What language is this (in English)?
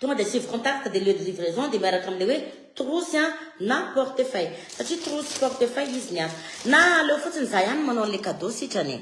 Malagasy